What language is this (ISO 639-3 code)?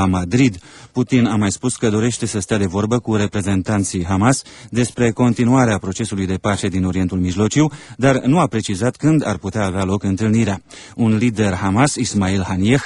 ron